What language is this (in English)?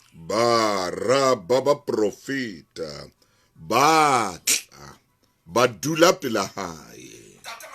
Southern Sotho